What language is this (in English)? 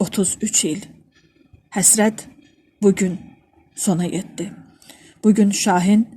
Azerbaijani